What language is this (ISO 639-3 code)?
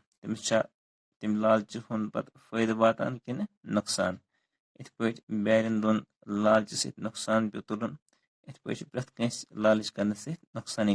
kas